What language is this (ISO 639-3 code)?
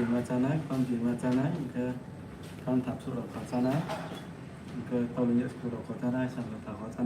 ria